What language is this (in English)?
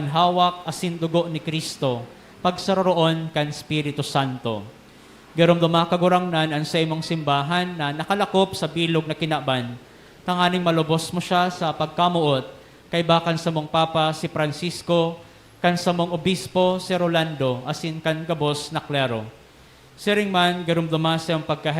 Bikol